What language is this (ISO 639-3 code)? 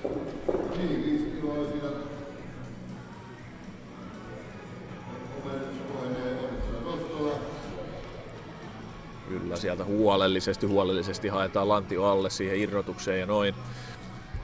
fin